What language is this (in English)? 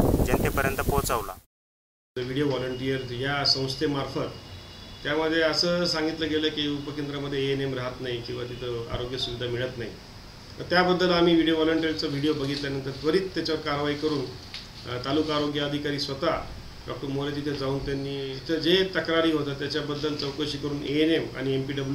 Marathi